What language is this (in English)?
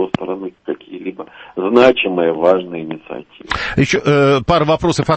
Russian